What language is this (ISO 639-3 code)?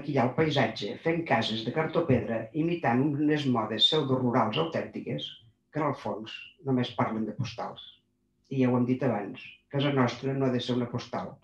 cat